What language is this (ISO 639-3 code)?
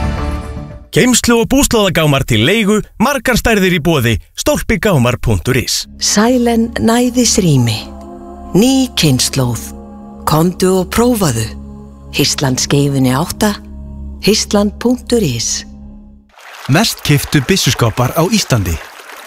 isl